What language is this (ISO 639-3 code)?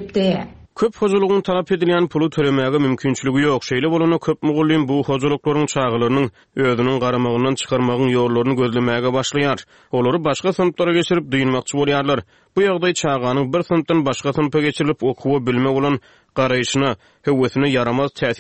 tuk